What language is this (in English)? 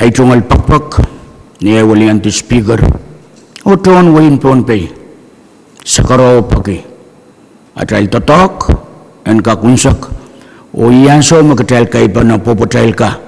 Pohnpeian